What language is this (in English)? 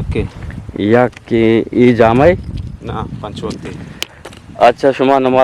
Eastern Balochi